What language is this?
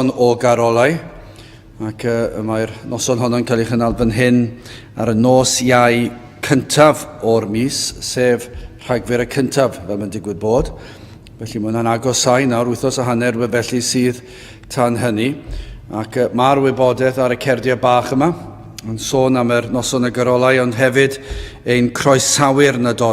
Welsh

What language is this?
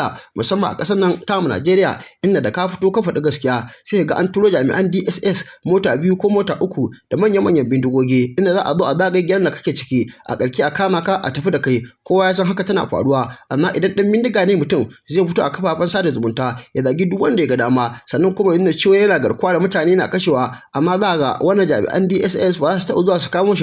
Hausa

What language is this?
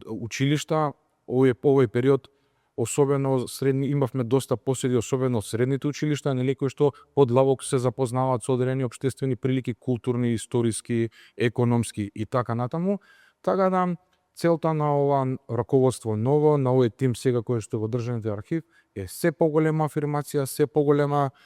Macedonian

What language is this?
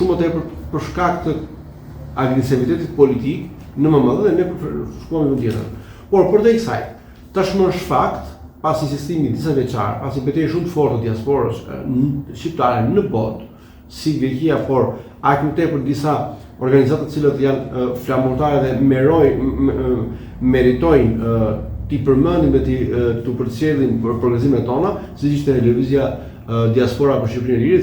Albanian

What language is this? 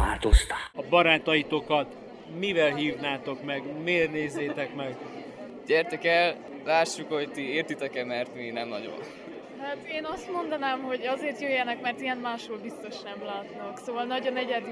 Hungarian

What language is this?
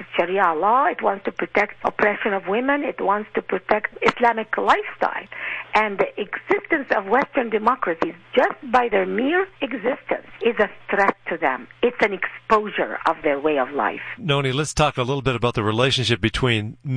English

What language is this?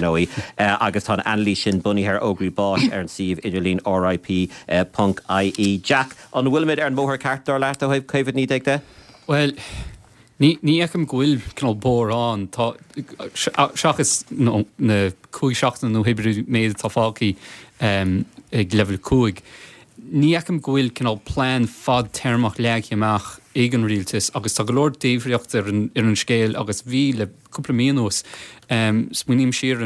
Irish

